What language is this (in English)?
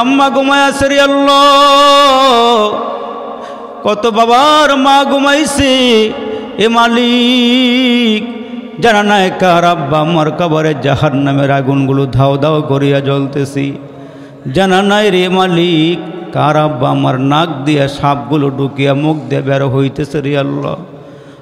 Bangla